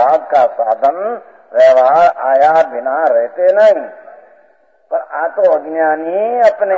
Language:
Hindi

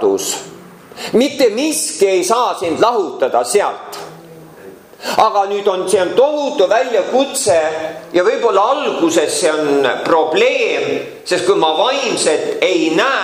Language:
Estonian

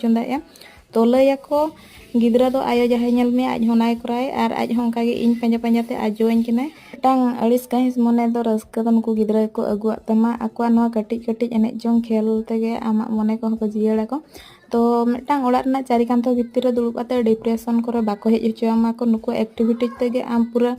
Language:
Santali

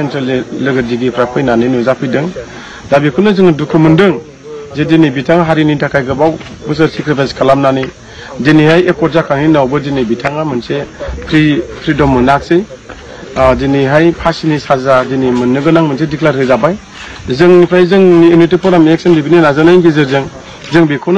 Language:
Bodo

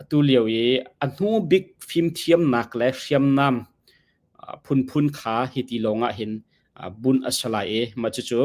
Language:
Hakha Chin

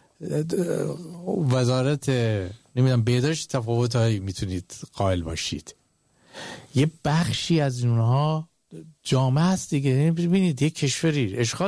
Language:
Persian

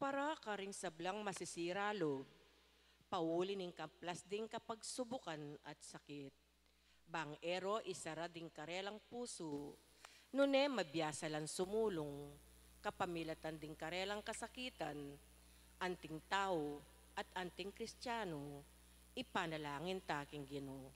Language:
Pampanga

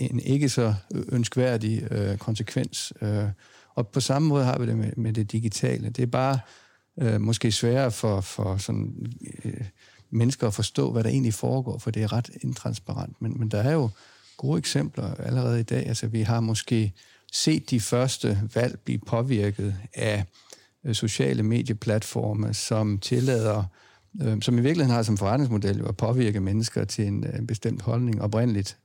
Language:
Danish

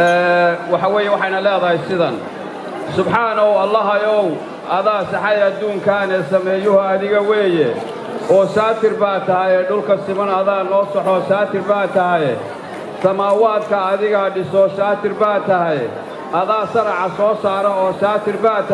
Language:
Somali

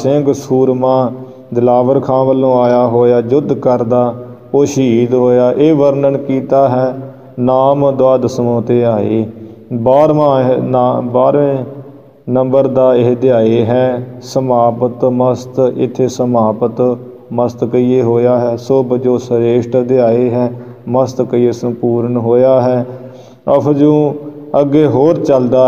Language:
Punjabi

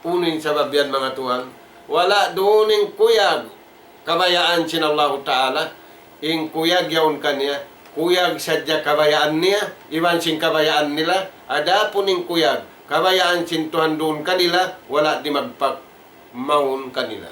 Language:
Tausug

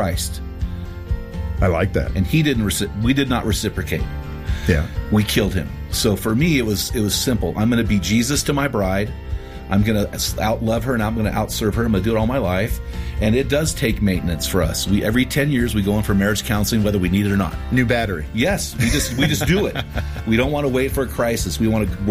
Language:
English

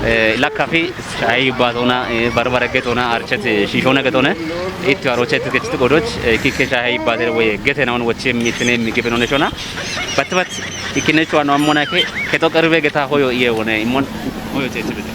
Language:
Kafa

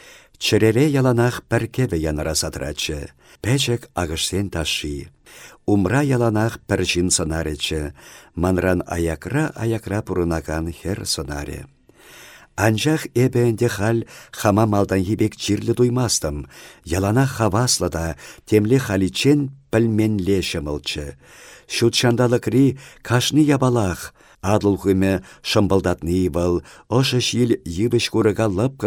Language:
Chuvash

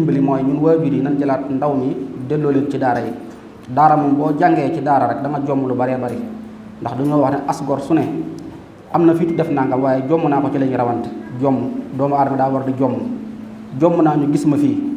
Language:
Wolof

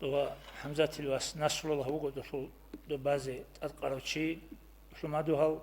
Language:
Avaric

